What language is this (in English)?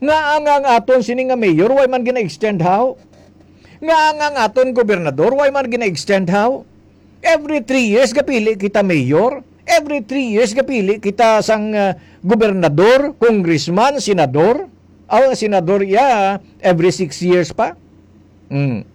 Hiligaynon